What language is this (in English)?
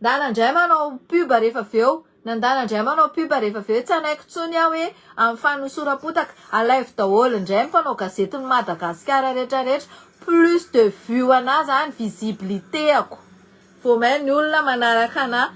Malagasy